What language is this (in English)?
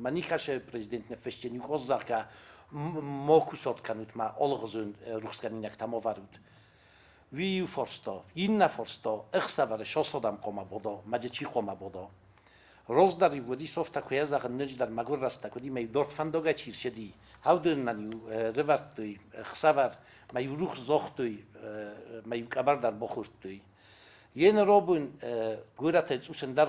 Ossetic